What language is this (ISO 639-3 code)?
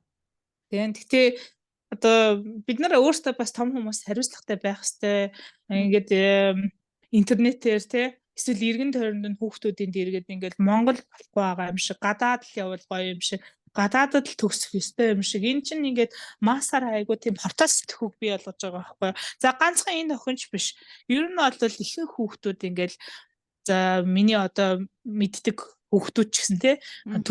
mon